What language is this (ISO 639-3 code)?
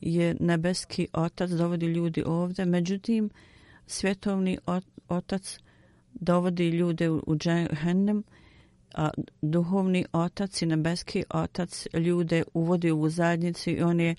bos